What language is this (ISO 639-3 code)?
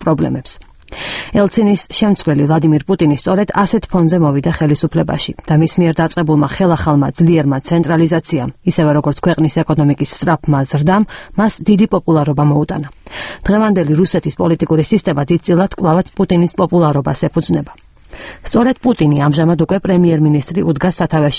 kat